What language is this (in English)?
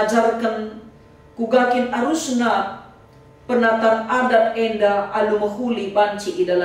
Batak Karo